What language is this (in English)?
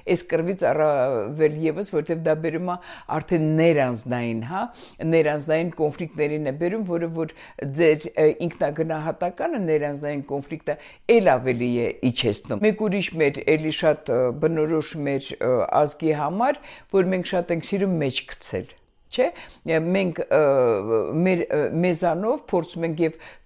Armenian